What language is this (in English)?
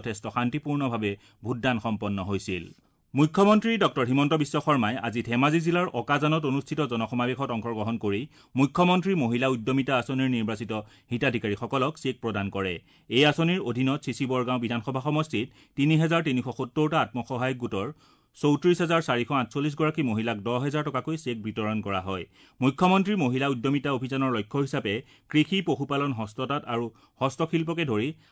Assamese